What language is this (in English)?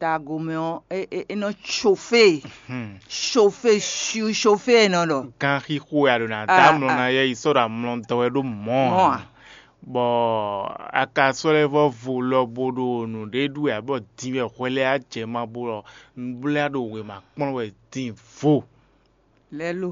Fon